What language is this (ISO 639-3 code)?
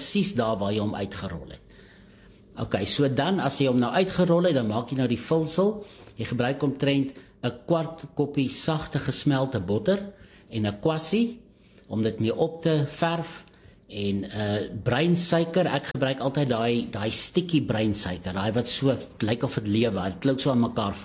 afr